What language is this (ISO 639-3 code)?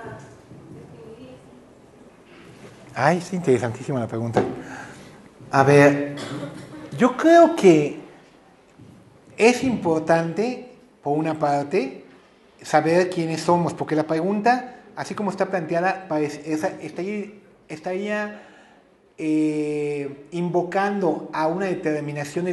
spa